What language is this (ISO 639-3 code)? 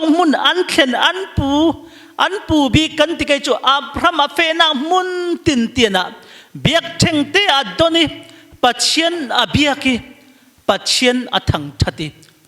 cfm